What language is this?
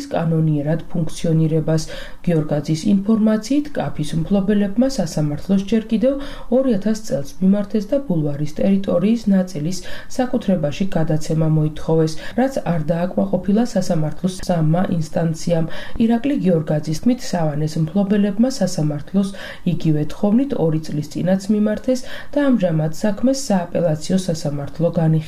Georgian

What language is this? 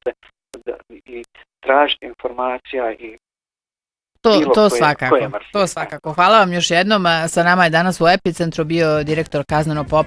Bosnian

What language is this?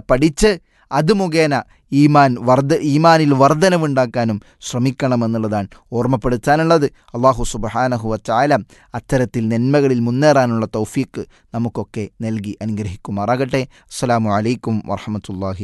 Malayalam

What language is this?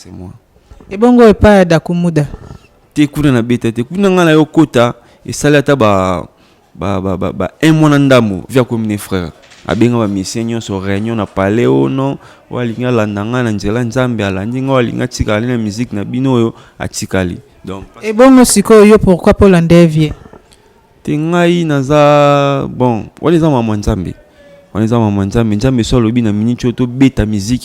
Lingala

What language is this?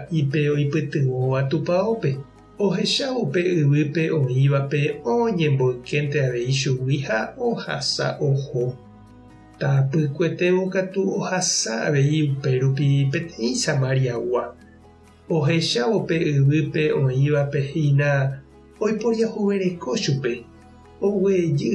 Guarani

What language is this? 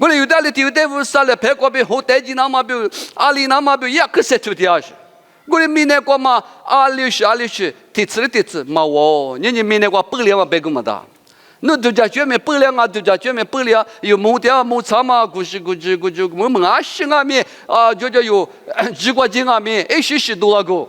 Lisu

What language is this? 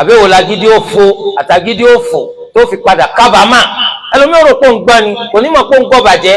Yoruba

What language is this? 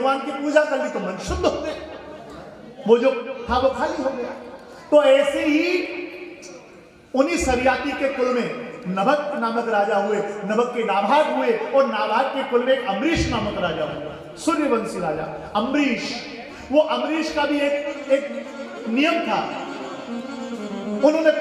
Hindi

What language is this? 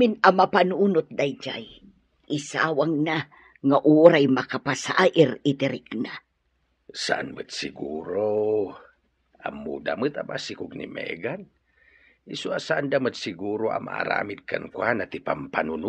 Iloko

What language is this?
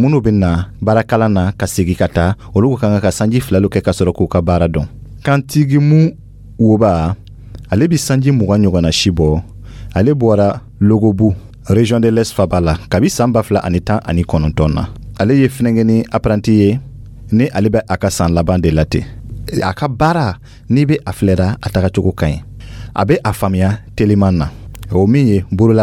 Dyula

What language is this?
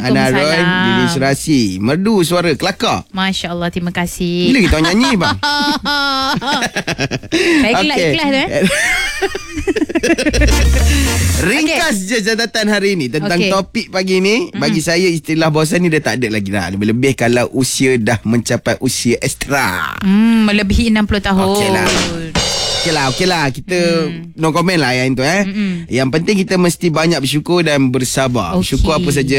Malay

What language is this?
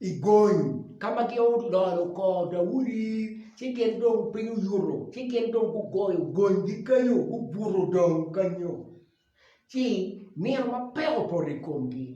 Acoli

